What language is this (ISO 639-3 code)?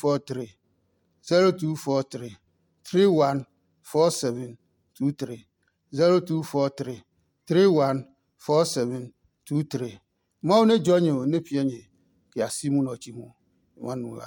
ada